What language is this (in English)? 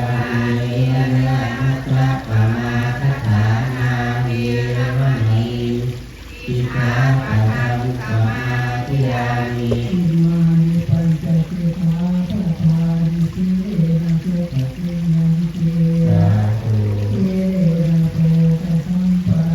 Pali